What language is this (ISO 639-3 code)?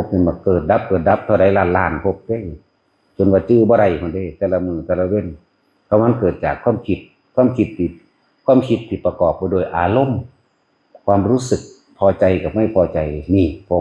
tts